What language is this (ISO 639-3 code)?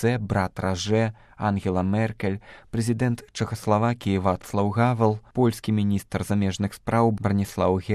bel